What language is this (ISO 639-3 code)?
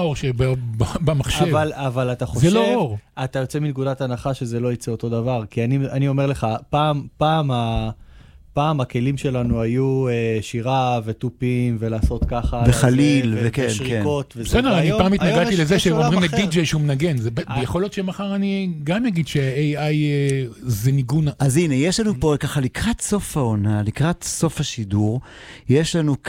heb